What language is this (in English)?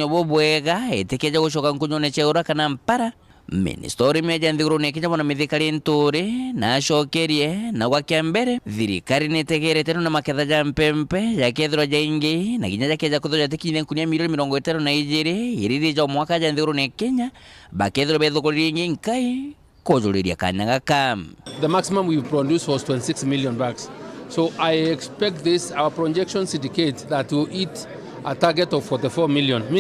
Meru